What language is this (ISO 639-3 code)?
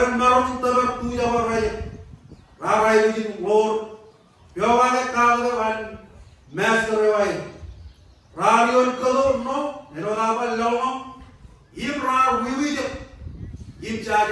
mah